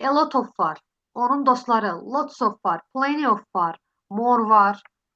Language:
Azerbaijani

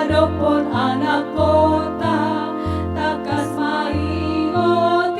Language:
Batak Toba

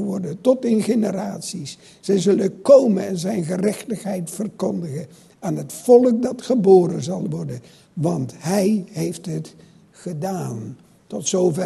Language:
Dutch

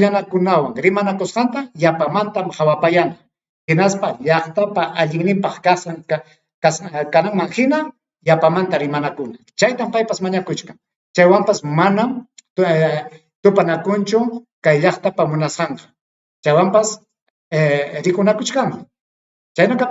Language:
Ayacucho Quechua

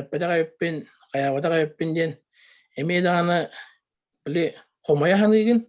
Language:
Yakut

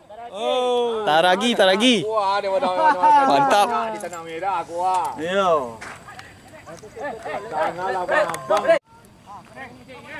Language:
Malay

